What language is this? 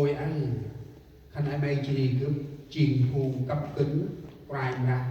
Central Mnong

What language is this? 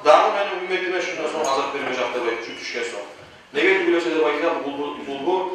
Kumyk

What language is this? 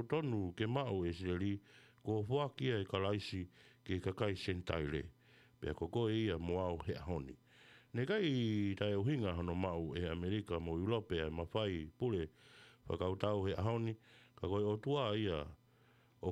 Tongan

